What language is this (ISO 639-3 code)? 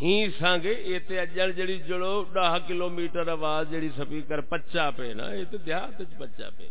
skr